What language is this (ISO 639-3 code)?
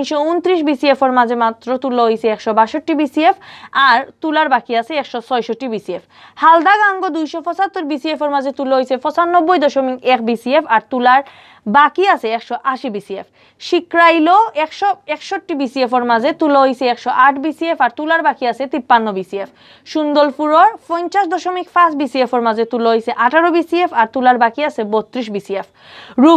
syl